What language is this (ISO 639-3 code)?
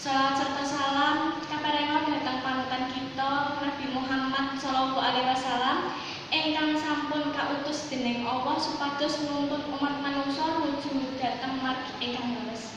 jav